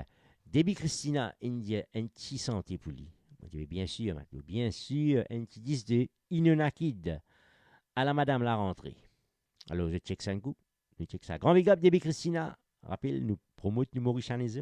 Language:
Morisyen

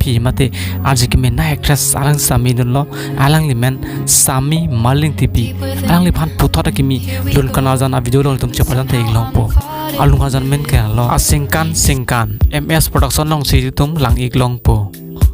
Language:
Karbi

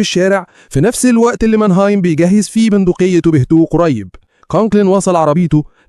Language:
Egyptian Arabic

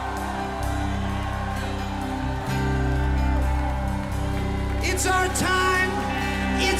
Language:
Estonian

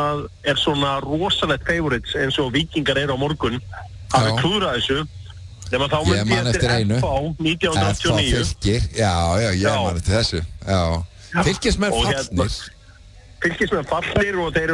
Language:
Icelandic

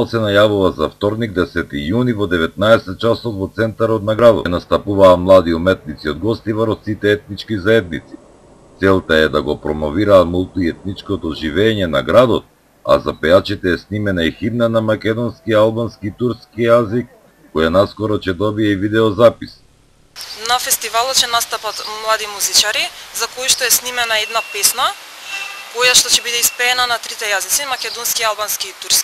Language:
Macedonian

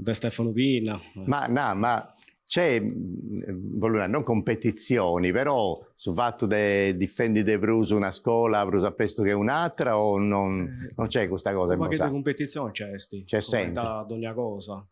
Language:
Sardinian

